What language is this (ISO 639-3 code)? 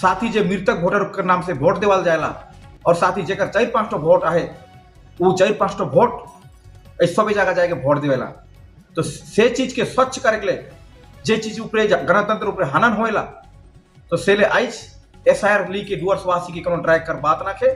sck